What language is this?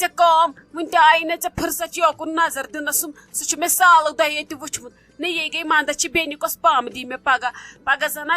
Kashmiri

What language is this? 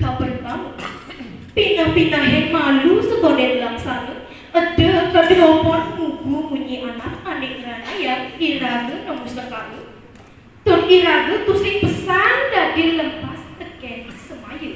Balinese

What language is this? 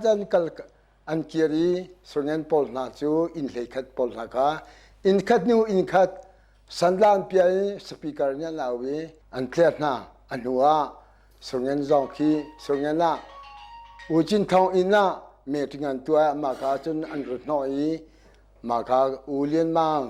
Hakha Chin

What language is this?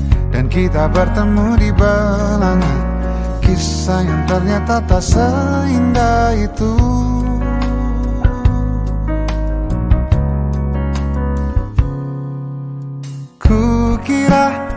Indonesian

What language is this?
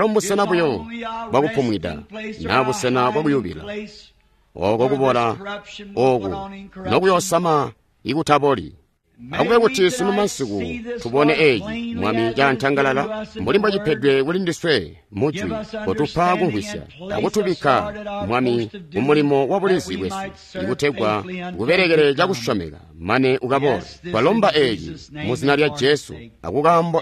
Tonga (Zambia)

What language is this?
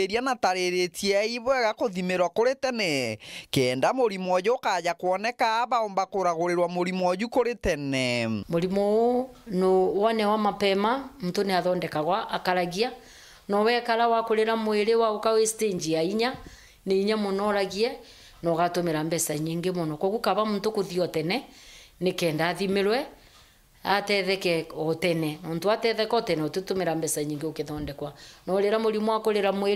Meru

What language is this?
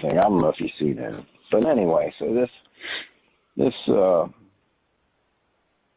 English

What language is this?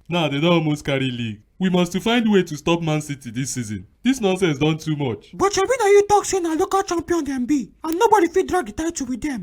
Nigerian Pidgin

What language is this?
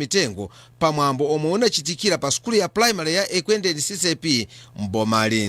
Nyanja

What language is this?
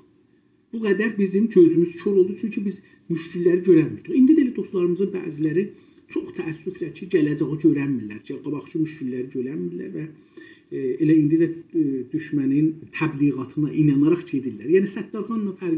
South Azerbaijani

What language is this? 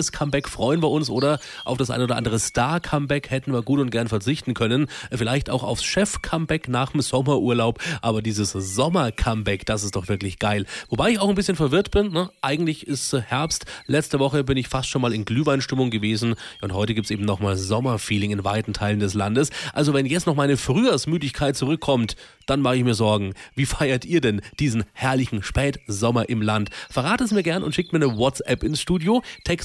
German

